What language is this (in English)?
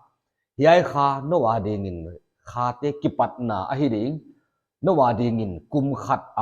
Paite Chin